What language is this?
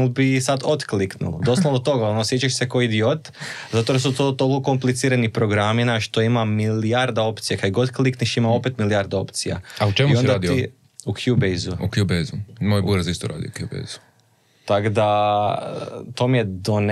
Croatian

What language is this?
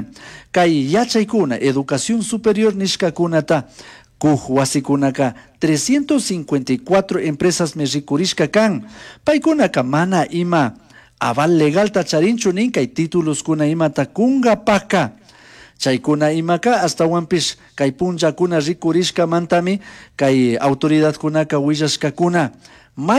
Chimborazo Highland Quichua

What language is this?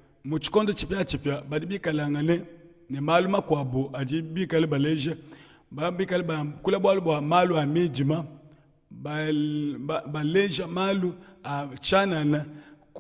Luba-Lulua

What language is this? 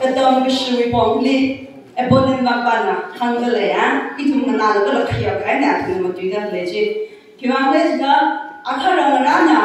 Tangkhul Naga (India)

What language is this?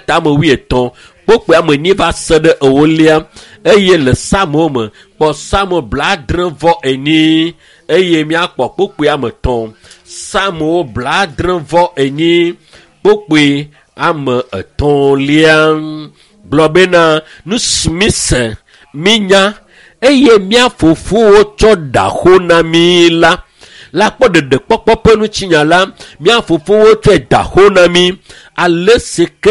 Ewe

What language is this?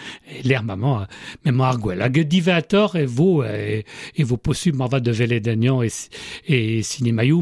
Breton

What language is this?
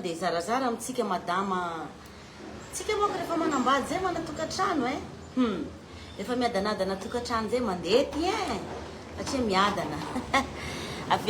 Malagasy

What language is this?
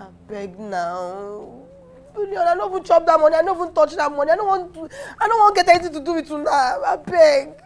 Nigerian Pidgin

